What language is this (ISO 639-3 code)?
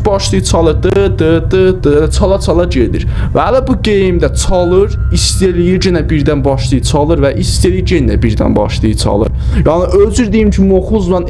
azb